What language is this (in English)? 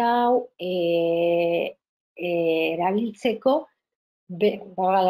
Basque